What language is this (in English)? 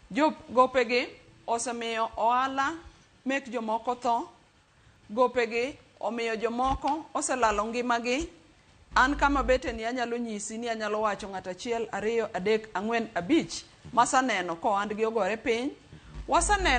Luo (Kenya and Tanzania)